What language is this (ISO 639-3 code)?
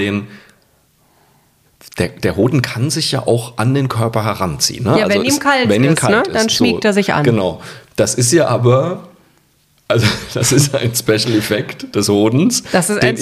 deu